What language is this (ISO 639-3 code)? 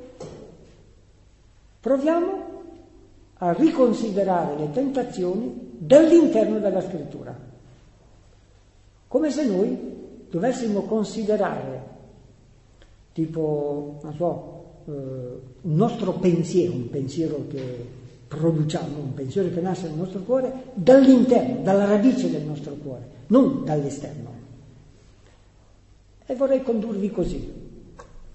ita